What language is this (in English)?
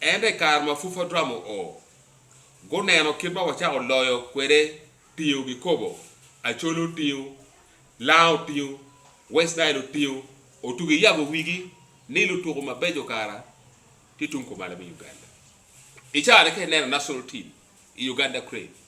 Acoli